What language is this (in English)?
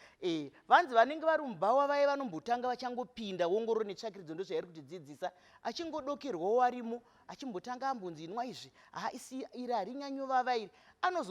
Shona